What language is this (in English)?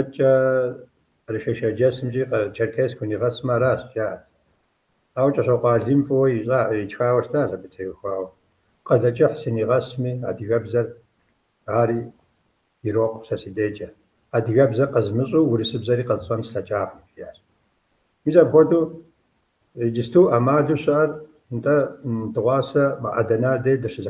Kabardian